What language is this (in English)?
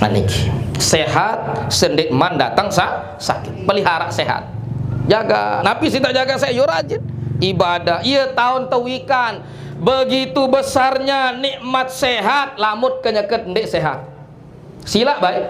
Sasak